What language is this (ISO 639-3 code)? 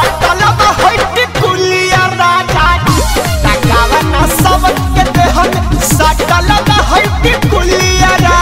bho